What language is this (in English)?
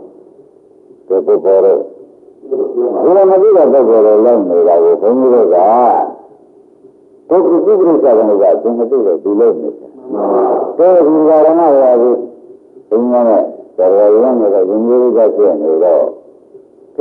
Burmese